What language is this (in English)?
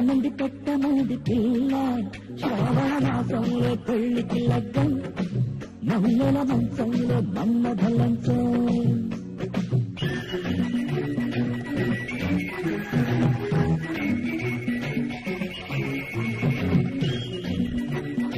Telugu